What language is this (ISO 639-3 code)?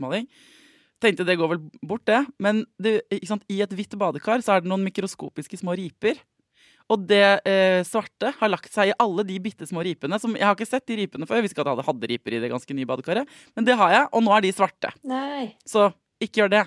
nor